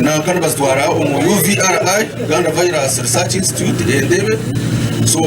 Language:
Nyankole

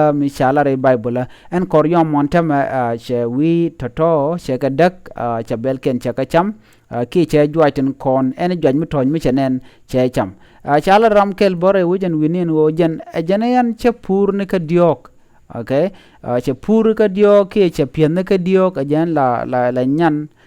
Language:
Nuer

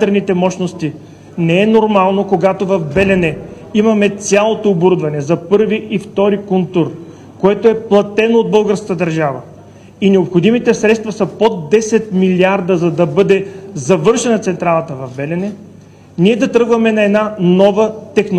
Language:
Bulgarian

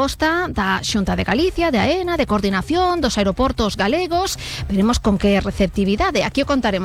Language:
Galician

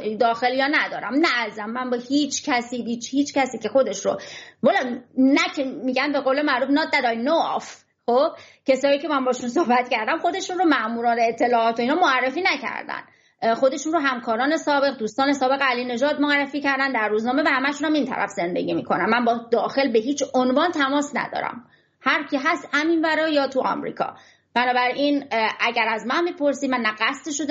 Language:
Persian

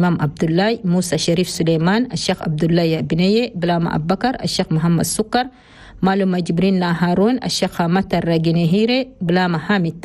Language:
Chadian Arabic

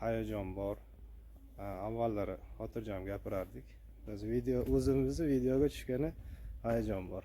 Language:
Uzbek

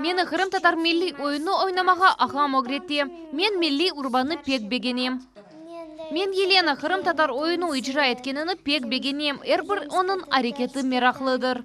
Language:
Crimean Tatar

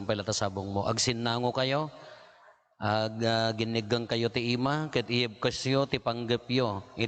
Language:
Iloko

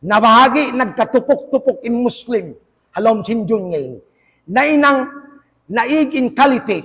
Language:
Tausug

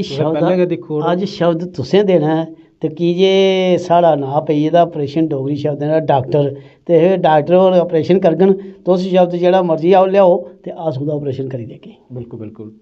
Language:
Dogri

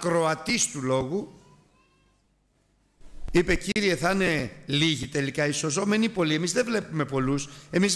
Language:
Greek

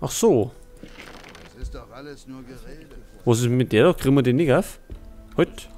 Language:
Bavarian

